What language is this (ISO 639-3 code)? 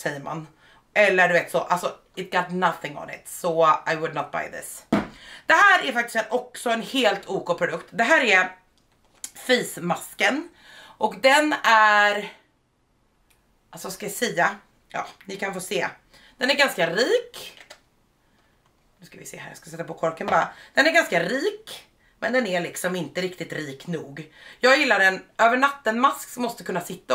swe